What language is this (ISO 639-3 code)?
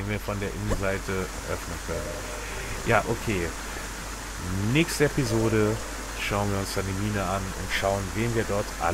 deu